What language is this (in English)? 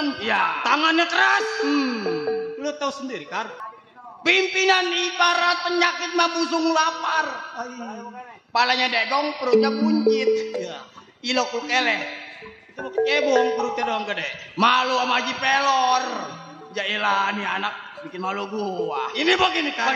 Betawi